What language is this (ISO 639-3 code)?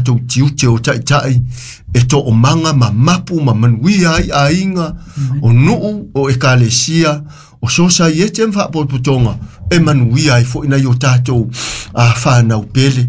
smo